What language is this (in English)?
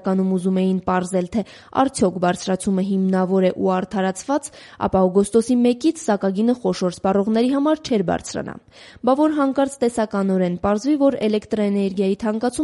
Armenian